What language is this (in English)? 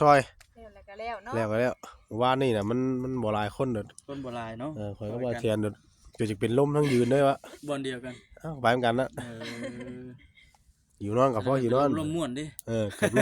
Northeastern Thai